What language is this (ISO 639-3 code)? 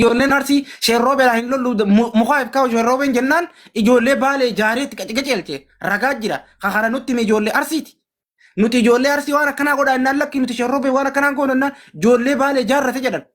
orm